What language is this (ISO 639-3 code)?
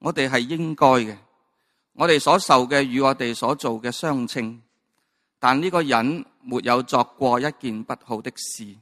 yue